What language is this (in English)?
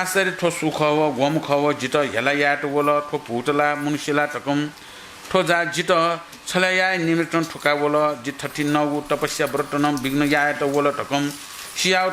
Newari